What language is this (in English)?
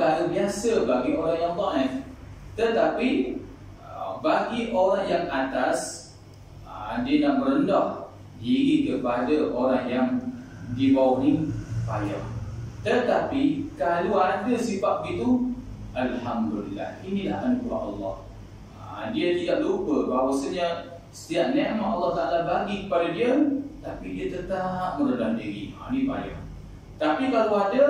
Malay